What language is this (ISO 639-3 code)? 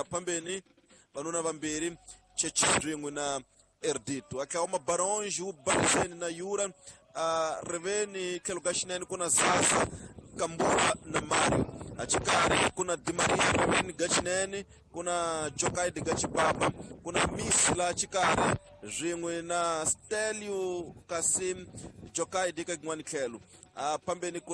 tso